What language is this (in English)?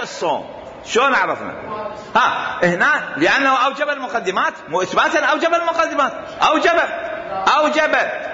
Mesopotamian Arabic